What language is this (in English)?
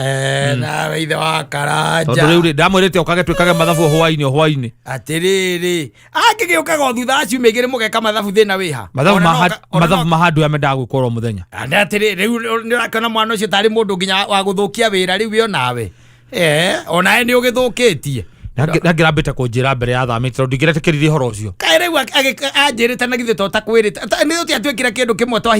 Kikuyu